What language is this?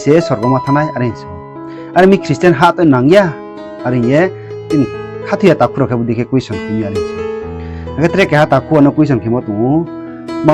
Riang (India)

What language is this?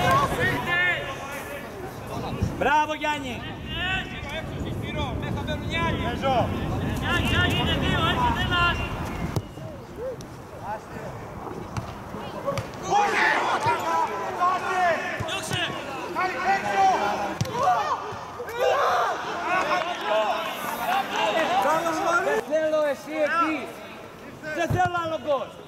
Greek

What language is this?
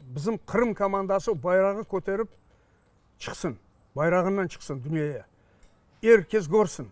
Crimean Tatar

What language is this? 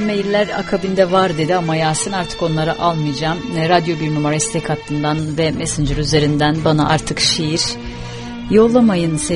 Turkish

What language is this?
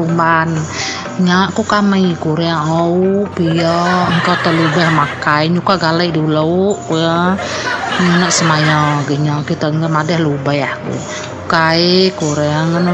Iban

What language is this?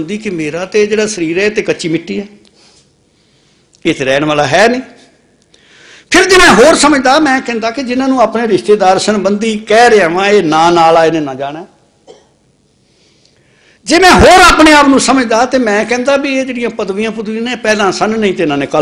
Punjabi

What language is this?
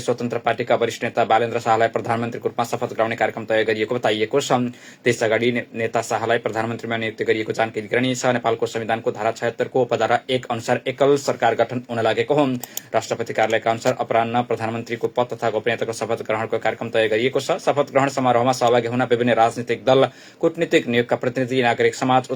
Nepali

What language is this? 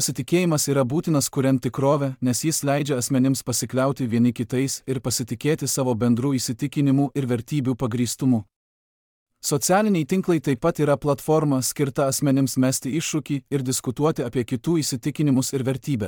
Lithuanian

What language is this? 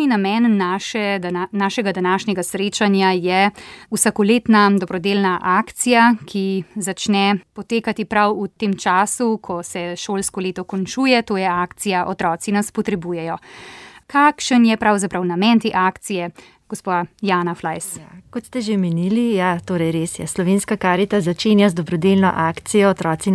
Slovenian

